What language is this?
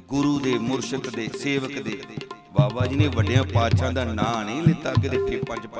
Punjabi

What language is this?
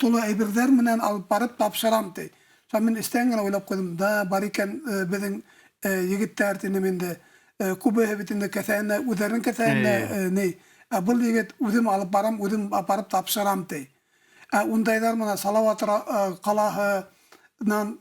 Bashkir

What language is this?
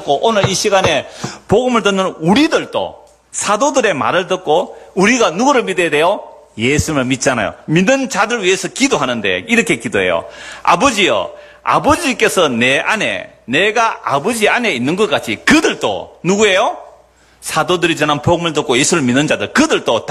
Korean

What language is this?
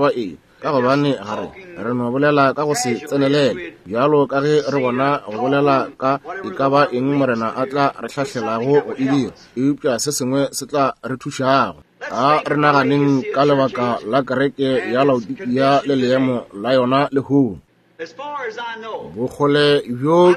Northern Sotho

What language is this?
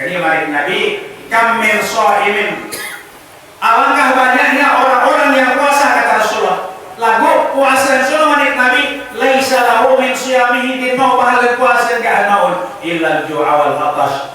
Sasak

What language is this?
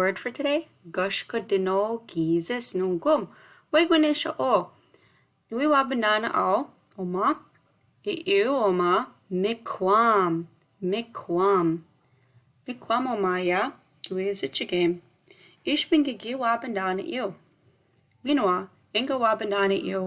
Chippewa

